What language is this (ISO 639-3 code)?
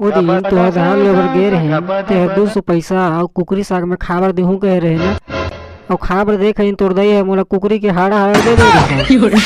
hne